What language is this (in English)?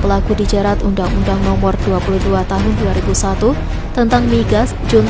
Indonesian